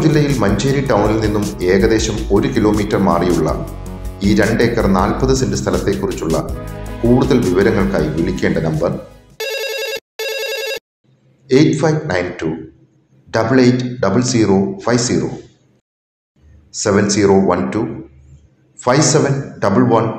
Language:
Malayalam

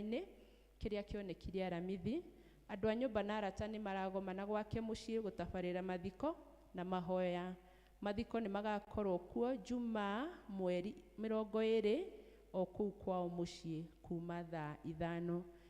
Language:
Kikuyu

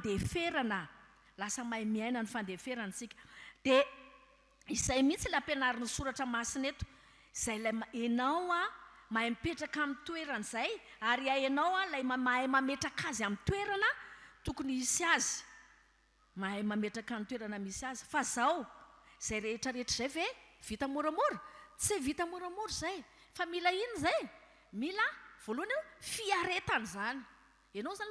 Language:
Malagasy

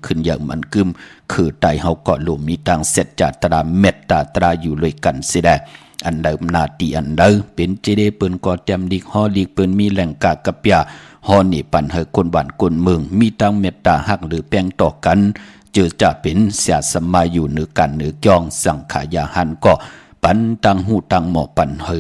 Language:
Shan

